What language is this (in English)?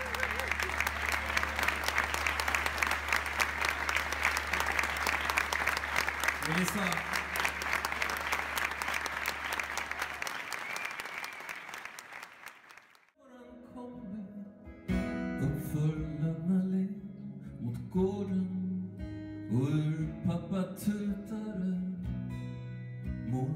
Swedish